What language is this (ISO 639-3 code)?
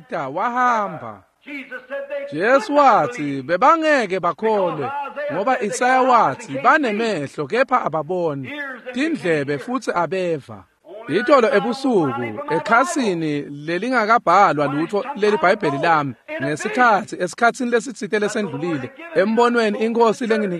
ssw